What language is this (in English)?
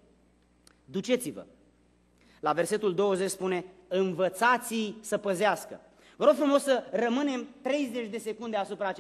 Romanian